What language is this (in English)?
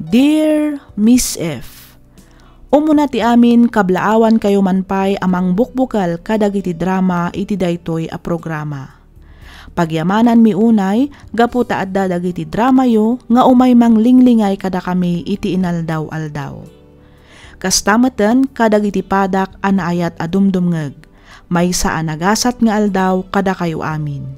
Iloko